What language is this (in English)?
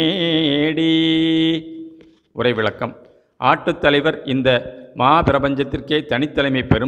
Tamil